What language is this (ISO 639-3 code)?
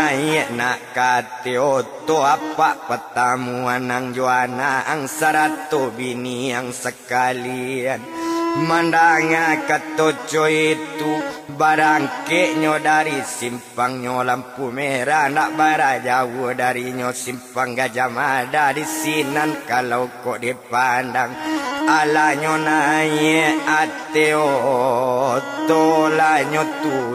min